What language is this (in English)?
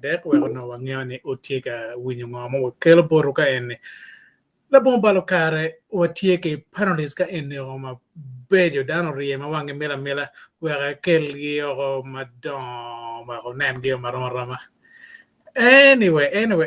Acoli